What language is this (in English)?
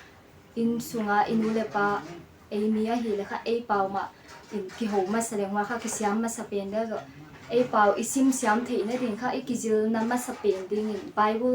Paite Chin